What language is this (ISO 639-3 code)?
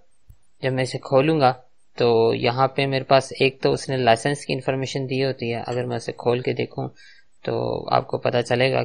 urd